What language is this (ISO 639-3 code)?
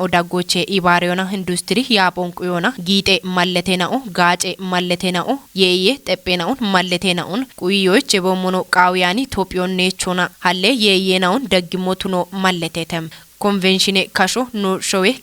kbr